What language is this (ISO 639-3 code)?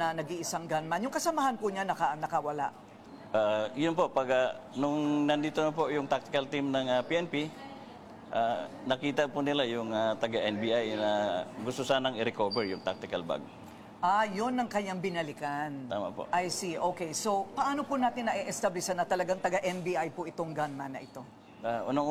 fil